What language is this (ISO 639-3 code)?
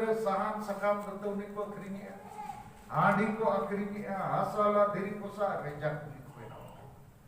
sat